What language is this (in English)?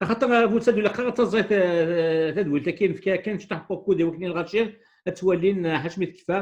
Kabyle